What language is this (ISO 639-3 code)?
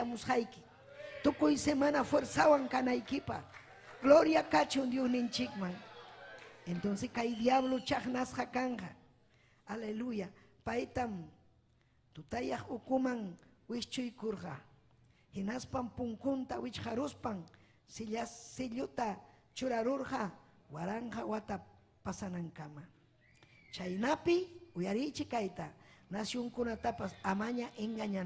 quy